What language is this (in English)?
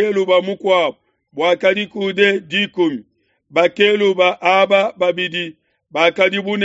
Luba-Lulua